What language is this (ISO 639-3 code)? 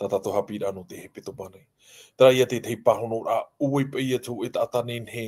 tah